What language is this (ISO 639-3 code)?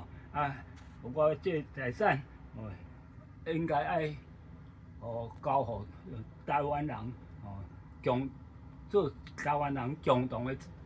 nan